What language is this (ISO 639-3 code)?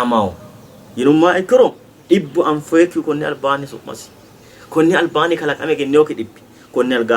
sid